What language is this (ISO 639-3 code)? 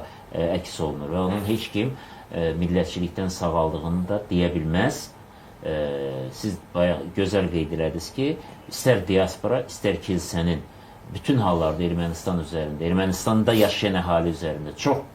aze